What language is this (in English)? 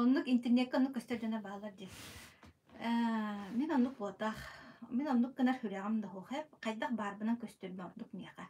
Yakut